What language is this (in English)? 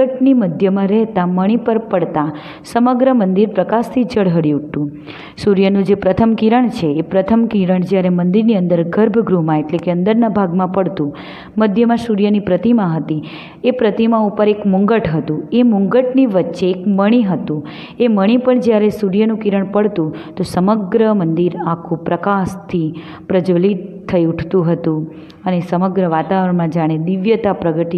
Gujarati